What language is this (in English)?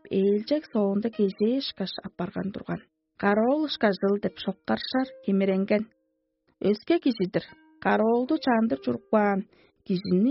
Tuvinian